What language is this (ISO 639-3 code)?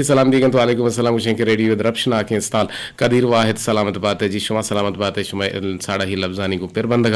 bgp